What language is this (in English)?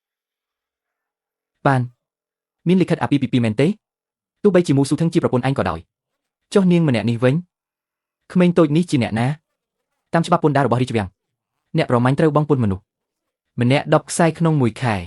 Khmer